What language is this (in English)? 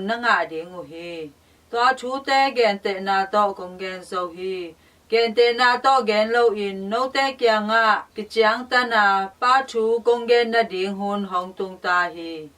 Tedim Chin